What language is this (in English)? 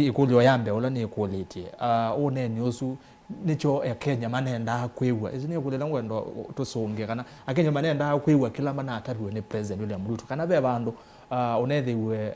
Kamba